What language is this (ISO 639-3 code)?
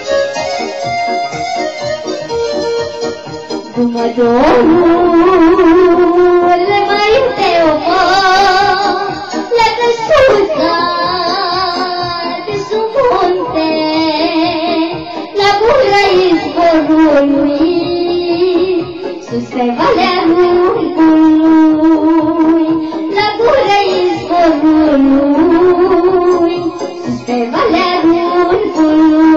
ron